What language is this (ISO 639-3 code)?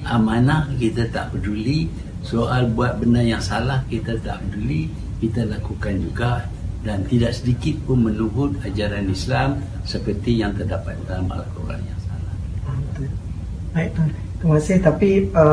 msa